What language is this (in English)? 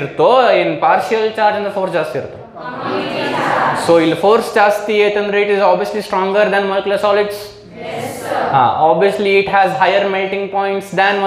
Kannada